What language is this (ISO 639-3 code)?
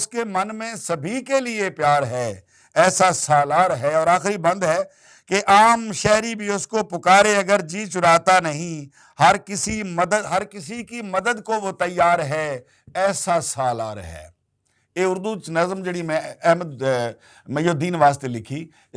lah